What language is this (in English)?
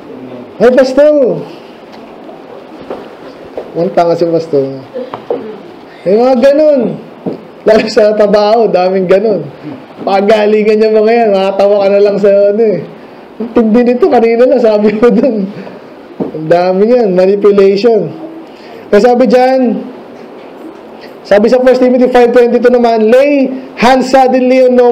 Filipino